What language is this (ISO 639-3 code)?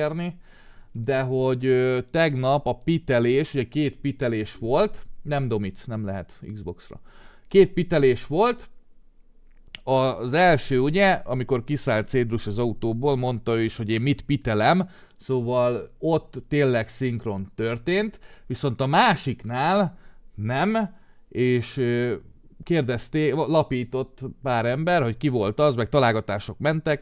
hun